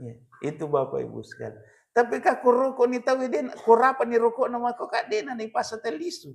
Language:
Buginese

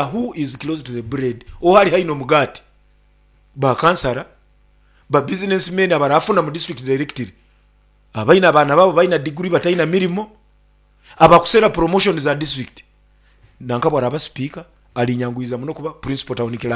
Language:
Nyankole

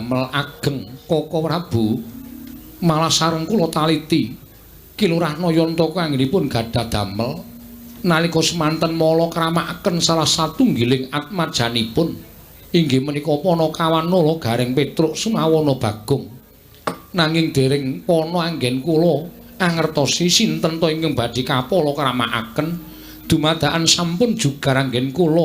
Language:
Javanese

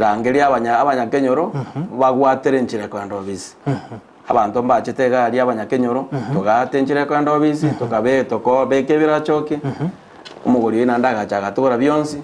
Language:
Gusii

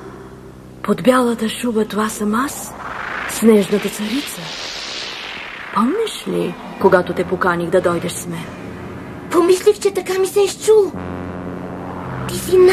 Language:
Bulgarian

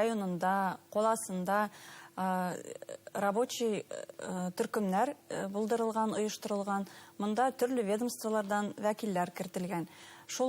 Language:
Bashkir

